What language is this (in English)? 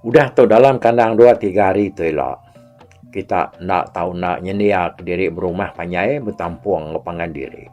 Iban